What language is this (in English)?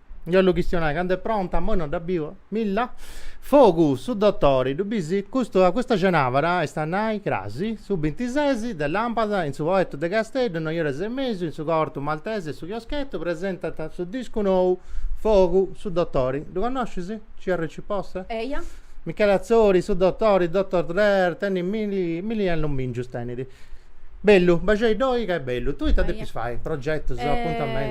Sardinian